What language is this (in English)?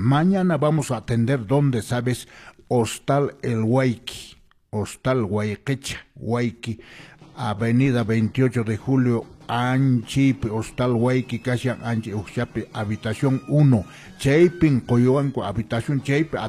Quechua